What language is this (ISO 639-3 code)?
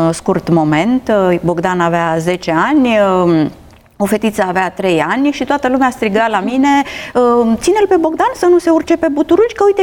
ron